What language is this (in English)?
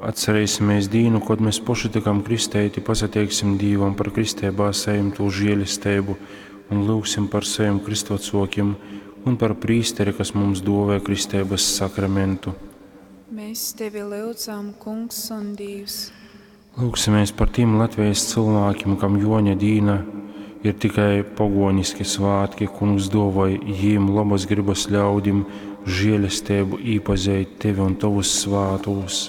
Latgalian